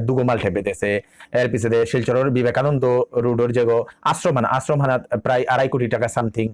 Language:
Bishnupriya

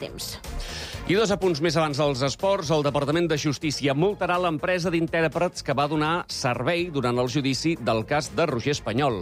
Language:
Catalan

